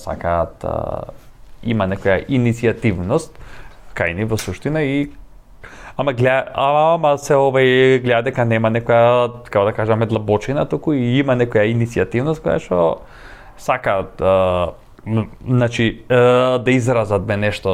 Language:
Macedonian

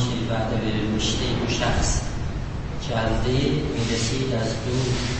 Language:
South Azerbaijani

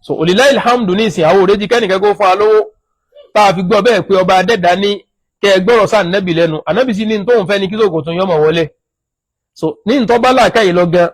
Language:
Yoruba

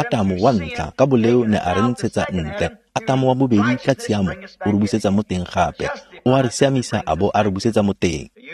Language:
Tswana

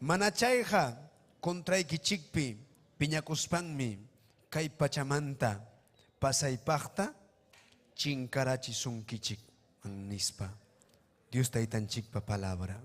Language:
Ayacucho Quechua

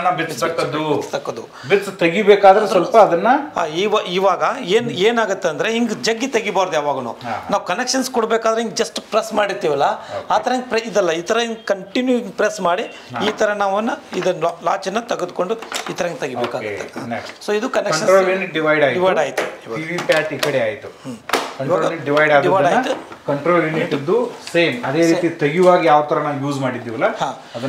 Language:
Kannada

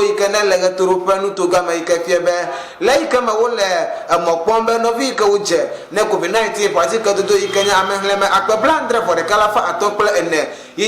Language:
Ewe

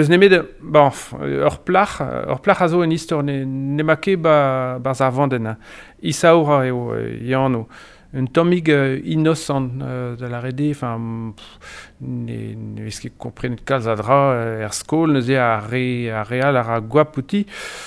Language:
Breton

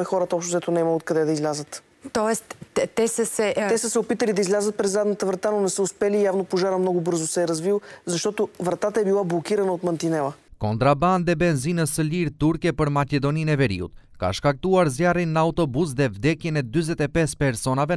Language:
Bulgarian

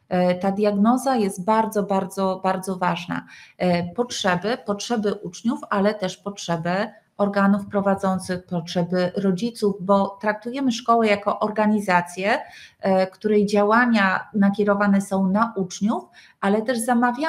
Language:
Polish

